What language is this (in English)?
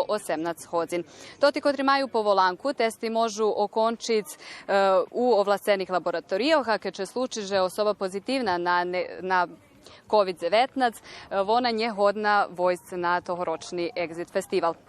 Rusyn